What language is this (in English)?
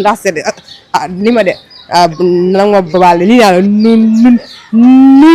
Wolof